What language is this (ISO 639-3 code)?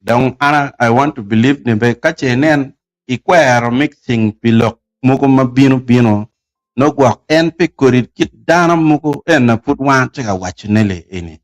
ach